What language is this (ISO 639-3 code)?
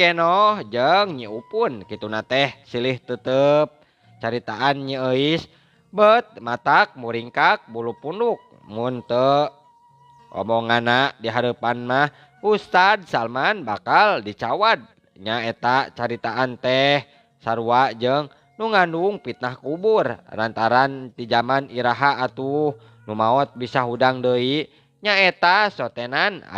sun